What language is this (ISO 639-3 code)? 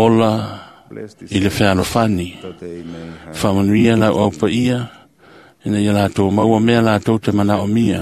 smo